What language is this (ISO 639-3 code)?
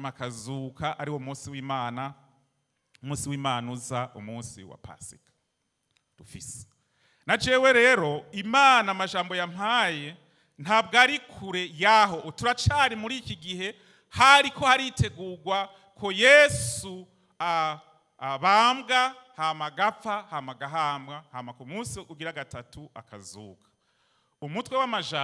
run